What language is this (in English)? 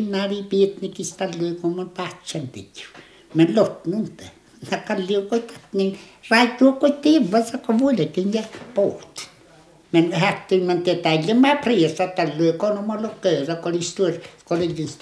Finnish